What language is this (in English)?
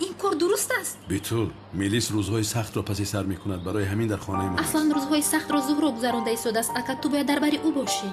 Tajik